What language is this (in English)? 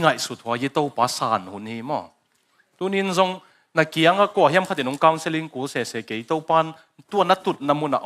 Tedim Chin